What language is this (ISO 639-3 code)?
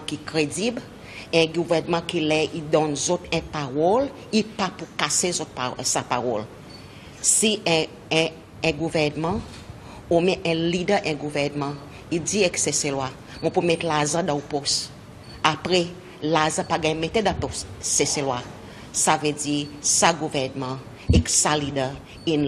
crs